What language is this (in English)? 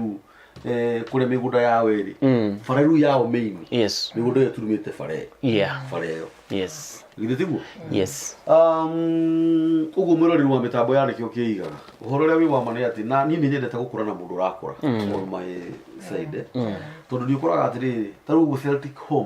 Kikuyu